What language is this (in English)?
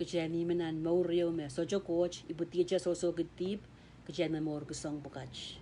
Pohnpeian